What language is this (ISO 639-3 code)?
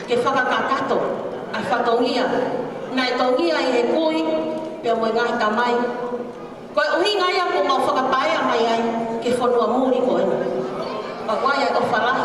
ton